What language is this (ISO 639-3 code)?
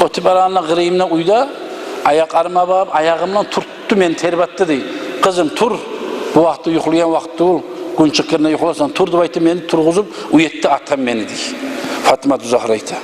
kum